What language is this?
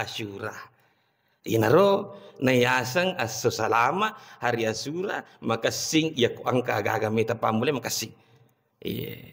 Buginese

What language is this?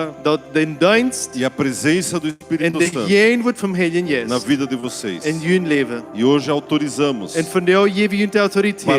Plautdietsch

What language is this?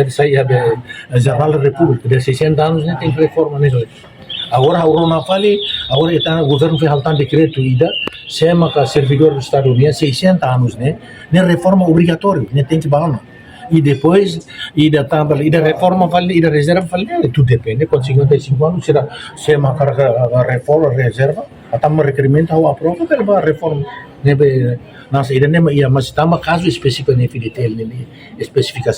Tetum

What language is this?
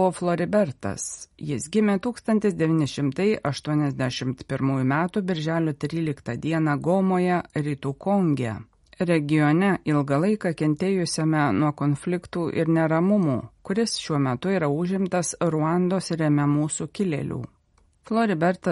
Lithuanian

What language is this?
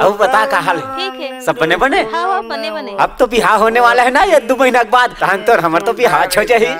Chhattisgarhi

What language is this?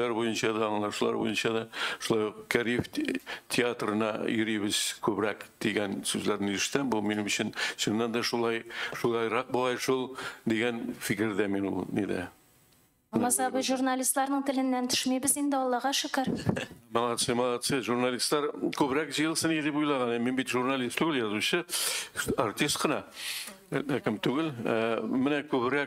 Tatar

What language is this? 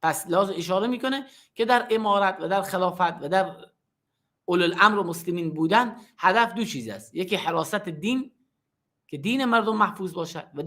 Persian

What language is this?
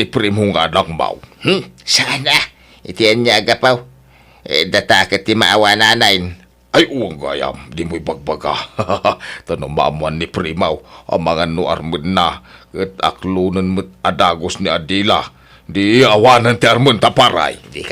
Iloko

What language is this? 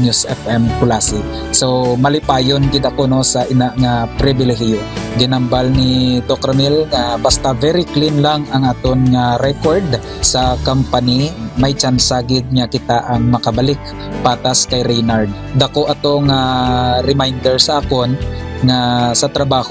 Hiligaynon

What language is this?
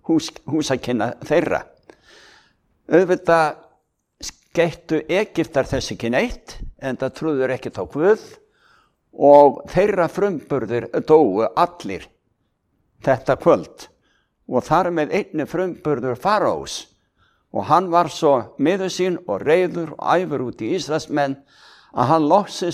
Icelandic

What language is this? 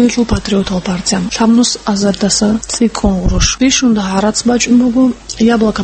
Avaric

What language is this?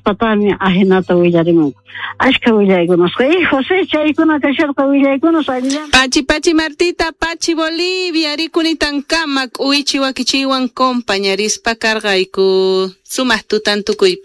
South Bolivian Quechua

